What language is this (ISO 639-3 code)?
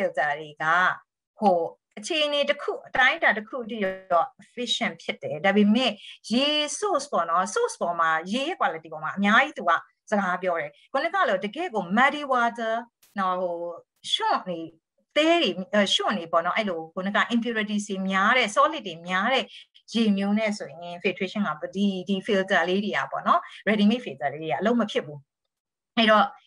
mya